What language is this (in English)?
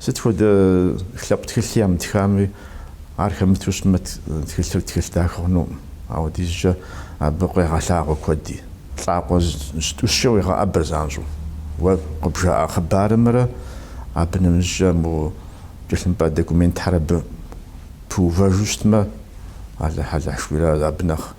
Kabardian